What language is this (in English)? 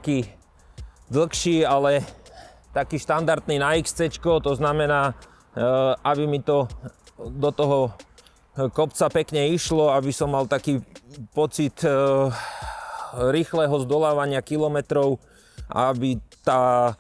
Slovak